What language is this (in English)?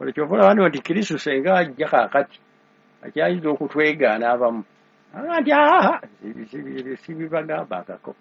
Ganda